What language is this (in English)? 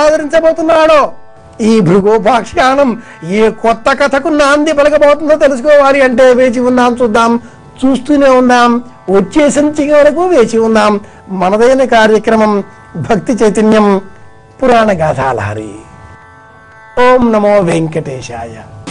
Telugu